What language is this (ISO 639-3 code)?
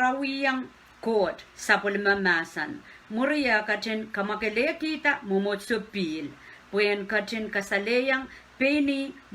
pon